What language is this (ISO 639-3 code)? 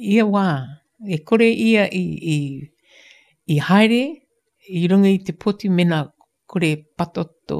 mri